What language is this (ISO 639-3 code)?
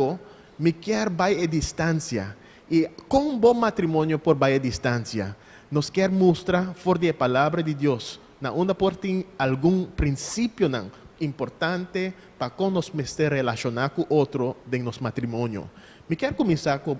pap